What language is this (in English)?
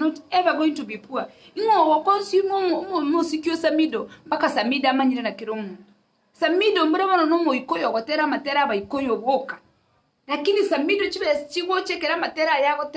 Gusii